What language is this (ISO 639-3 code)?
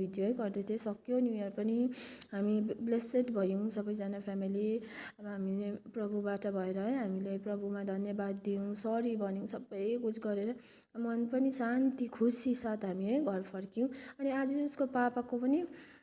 nep